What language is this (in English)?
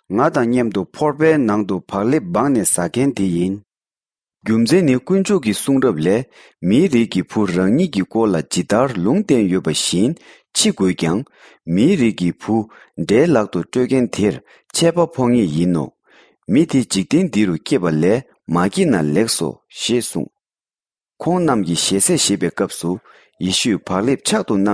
Tibetan